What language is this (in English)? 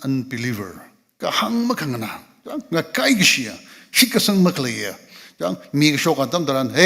Tangkhul Naga (India)